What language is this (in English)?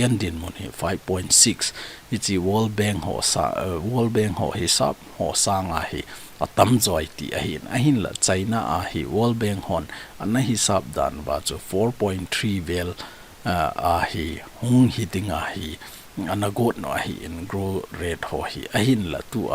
Thado Chin